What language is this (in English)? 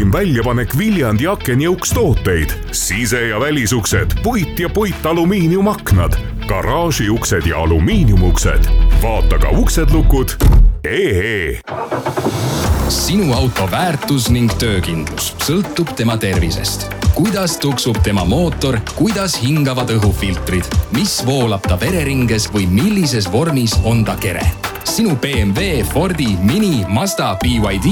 Estonian